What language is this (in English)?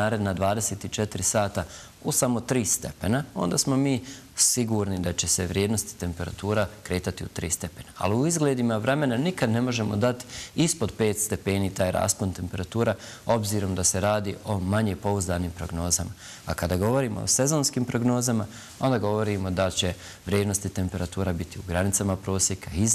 Bosnian